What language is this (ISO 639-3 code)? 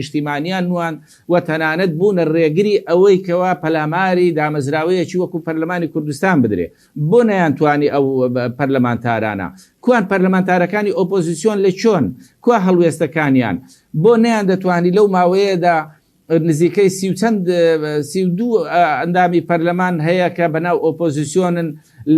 ckb